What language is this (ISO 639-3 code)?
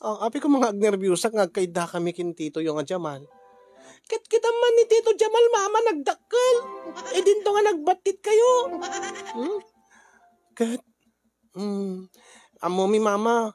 ilo